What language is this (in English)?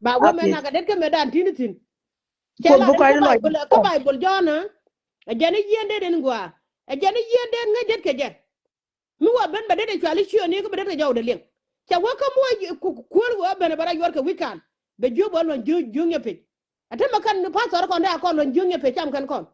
Nuer